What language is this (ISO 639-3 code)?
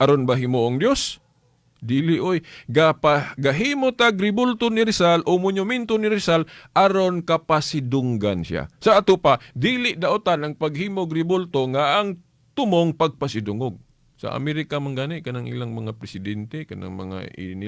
ceb